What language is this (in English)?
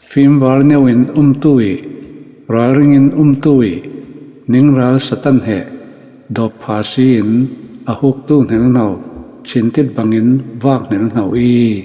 Falam Chin